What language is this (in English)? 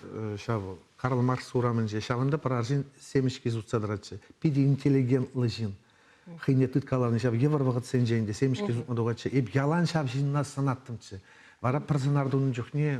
Chuvash